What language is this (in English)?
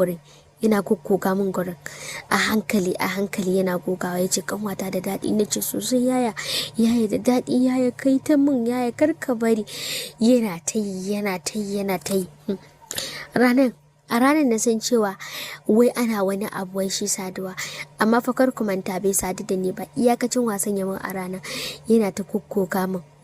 Hausa